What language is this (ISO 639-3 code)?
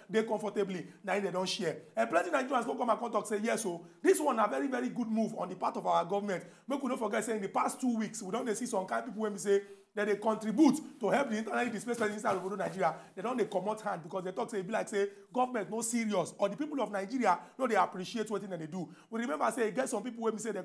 pcm